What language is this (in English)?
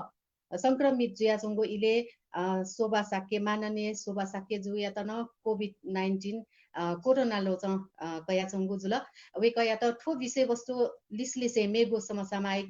Newari